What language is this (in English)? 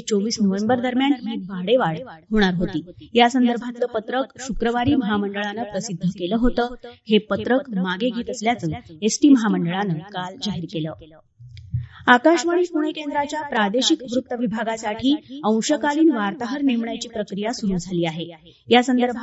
Marathi